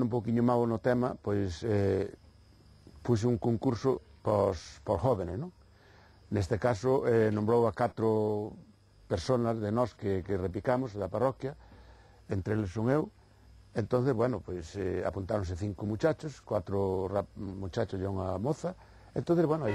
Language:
Galician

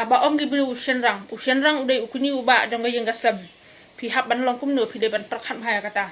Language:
Khasi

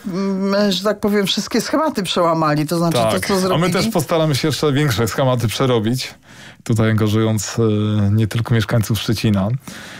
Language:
Polish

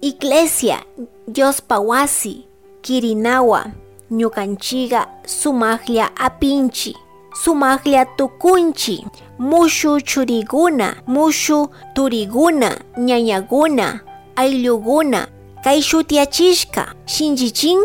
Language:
Chimborazo Highland Quichua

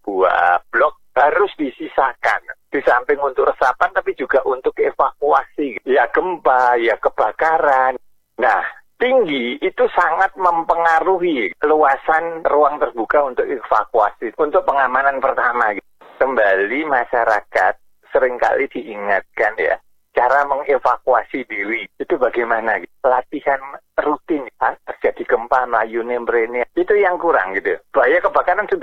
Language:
Indonesian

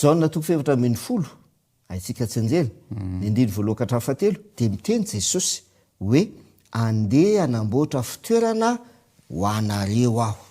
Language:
Malagasy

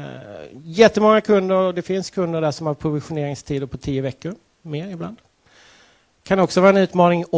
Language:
Swedish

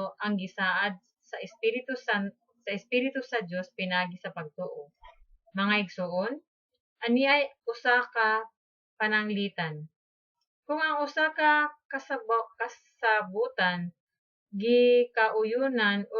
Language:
Cebuano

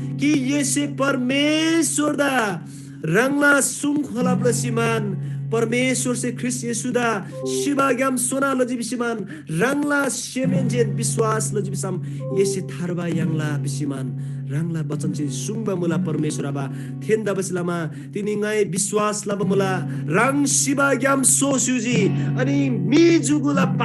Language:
Eastern Tamang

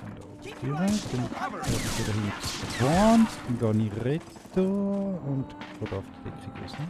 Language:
Swiss German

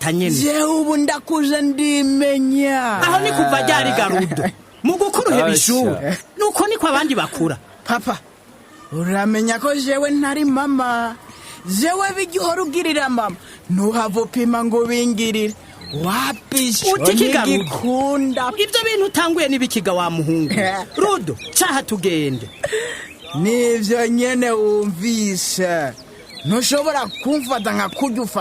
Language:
Rundi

